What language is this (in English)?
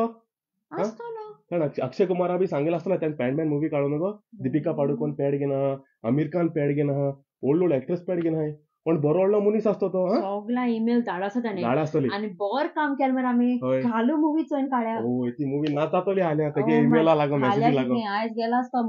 Konkani